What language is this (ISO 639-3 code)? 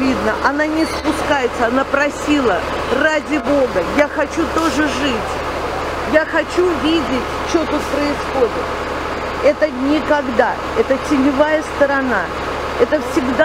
rus